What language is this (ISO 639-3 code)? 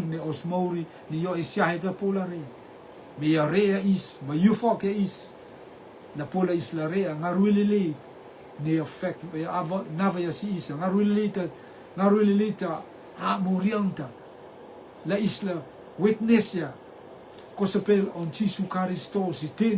rtm